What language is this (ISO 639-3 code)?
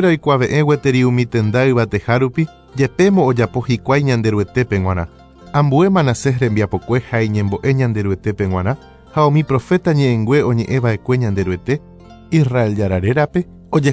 grn